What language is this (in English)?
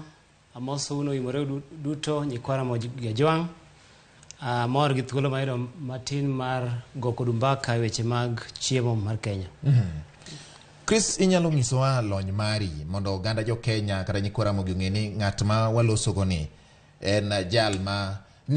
Luo (Kenya and Tanzania)